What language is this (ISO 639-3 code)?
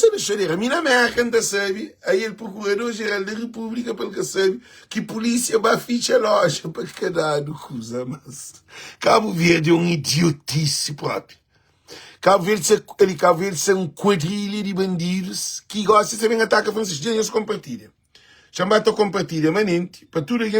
kea